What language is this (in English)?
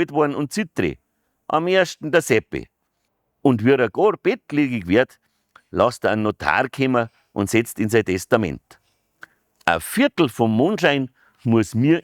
Bavarian